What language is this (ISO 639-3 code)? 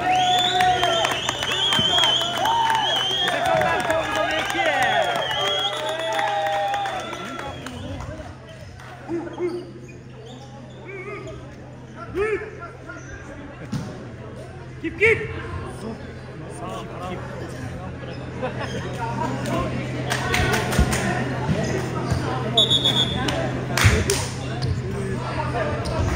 kir